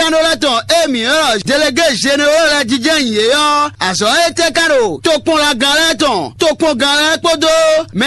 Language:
Fon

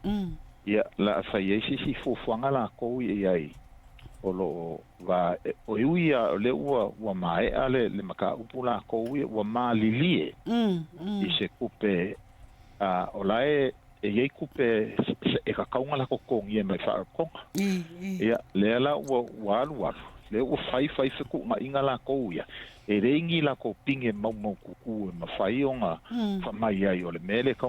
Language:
Samoan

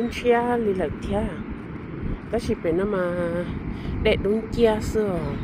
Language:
Hmong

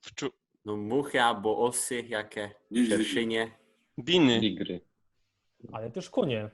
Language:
Silesian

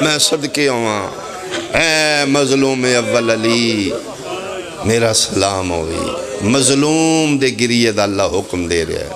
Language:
Pahari-Potwari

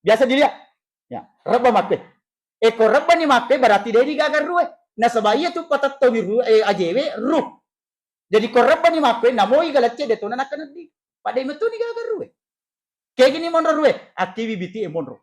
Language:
Buginese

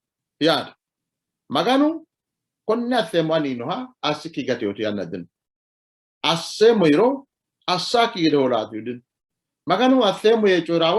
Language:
Sidamo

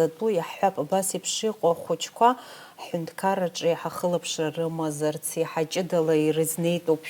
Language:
Abkhazian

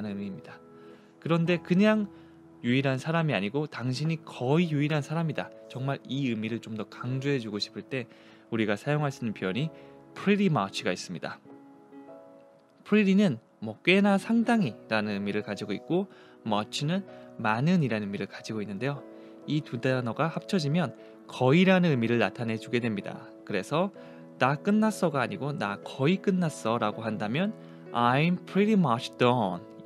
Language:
Korean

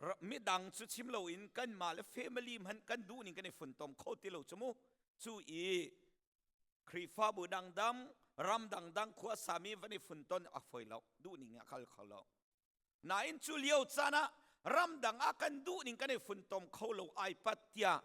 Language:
Hakha Chin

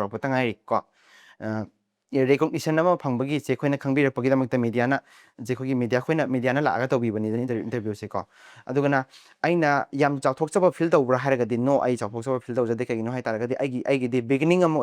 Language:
Manipuri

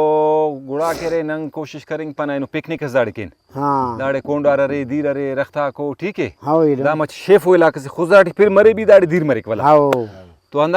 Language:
Brahui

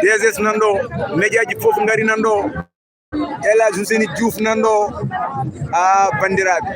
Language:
Fula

